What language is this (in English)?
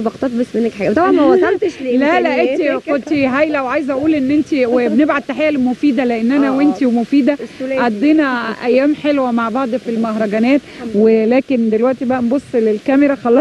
Egyptian Arabic